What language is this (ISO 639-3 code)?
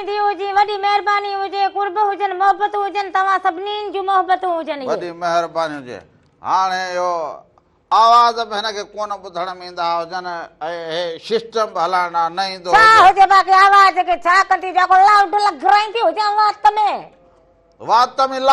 snd